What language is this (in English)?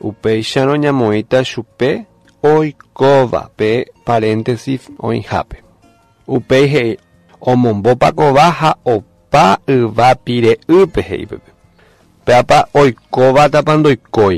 Guarani